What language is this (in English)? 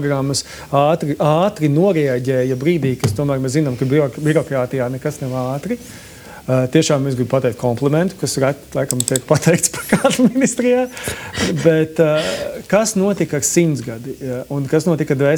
Latvian